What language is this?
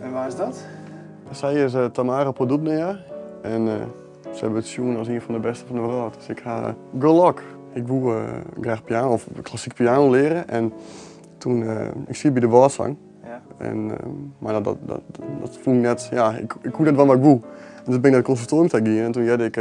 Western Frisian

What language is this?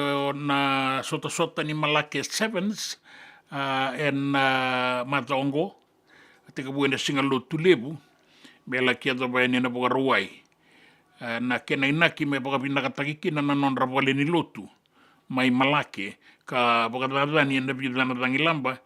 Fijian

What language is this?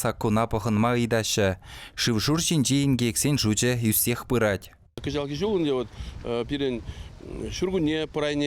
Chuvash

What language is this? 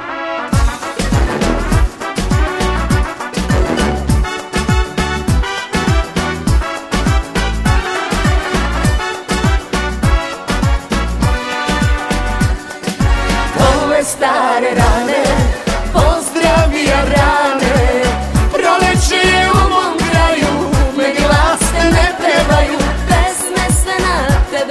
Serbian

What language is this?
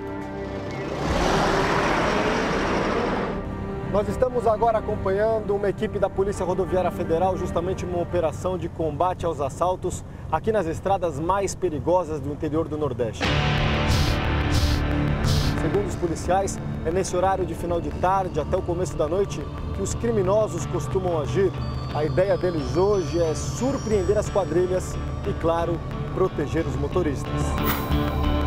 Portuguese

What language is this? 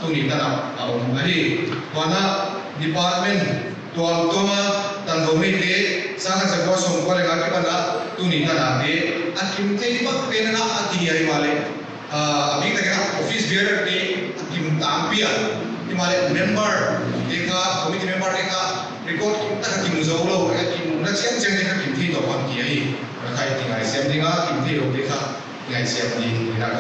Paite Chin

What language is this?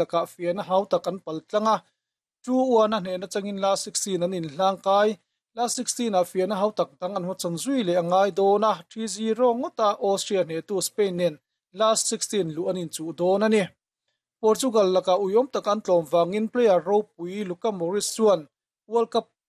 Mizo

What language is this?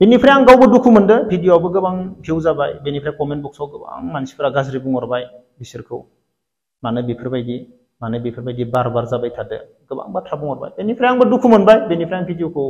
Bodo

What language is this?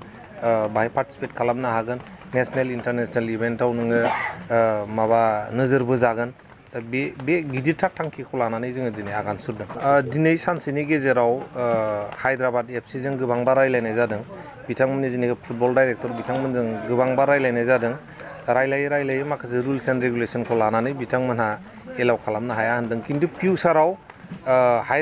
Bodo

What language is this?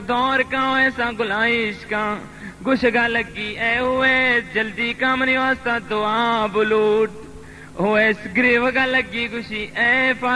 Baluchi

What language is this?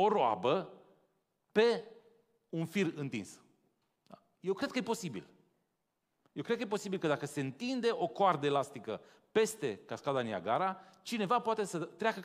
Romanian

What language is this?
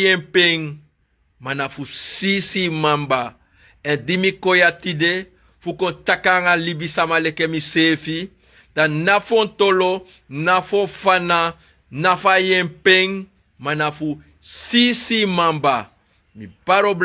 Sranan Tongo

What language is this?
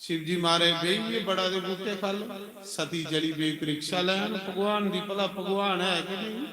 Dogri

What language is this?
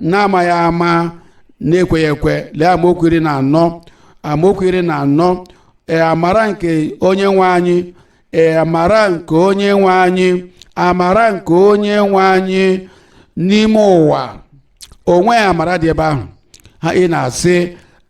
Igbo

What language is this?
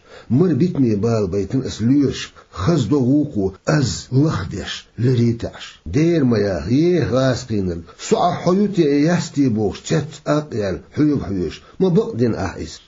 Chechen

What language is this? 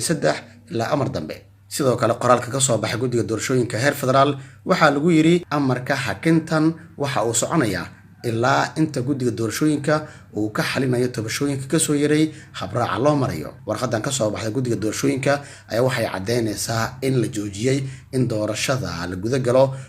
Somali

